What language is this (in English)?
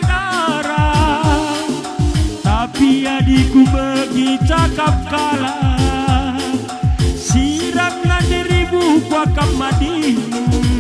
Batak Karo